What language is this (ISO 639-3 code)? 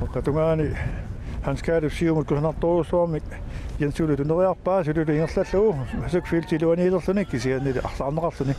kal